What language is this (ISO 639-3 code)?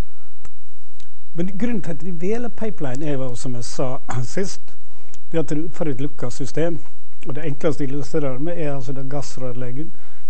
nor